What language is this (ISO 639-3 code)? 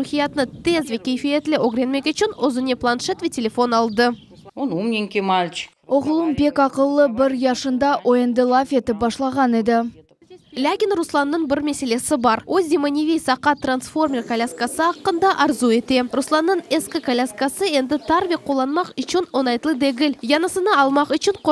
crh